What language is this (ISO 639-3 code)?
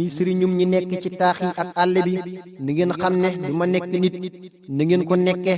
wol